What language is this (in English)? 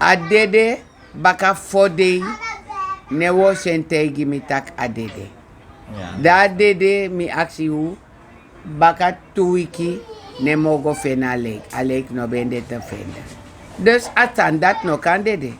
Sranan Tongo